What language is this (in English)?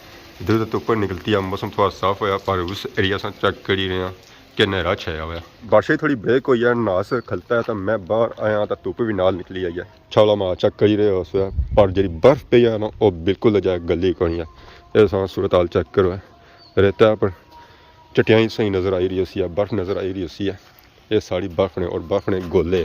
Pahari-Potwari